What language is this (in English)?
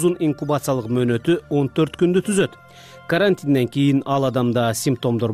Kyrgyz